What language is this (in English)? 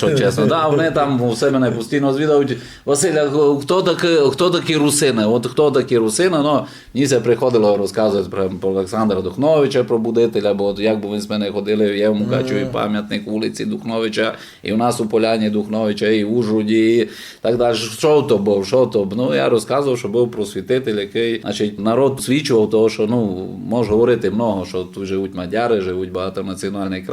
Rusyn